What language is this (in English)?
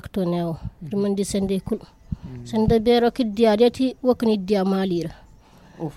Zarma